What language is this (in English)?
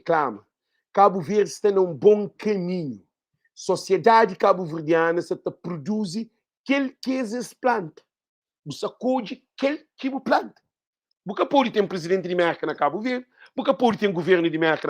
Kabuverdianu